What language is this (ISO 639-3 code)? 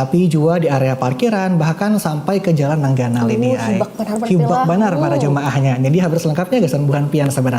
bjn